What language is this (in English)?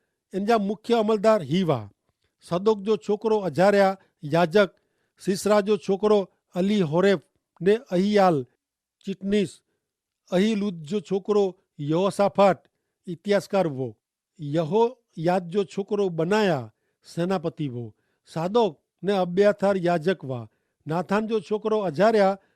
Kachhi